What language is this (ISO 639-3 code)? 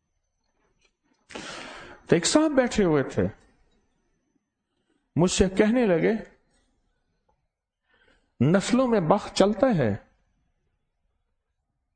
urd